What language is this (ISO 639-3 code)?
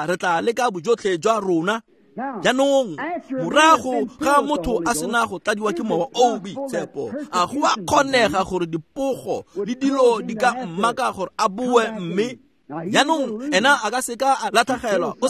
tsn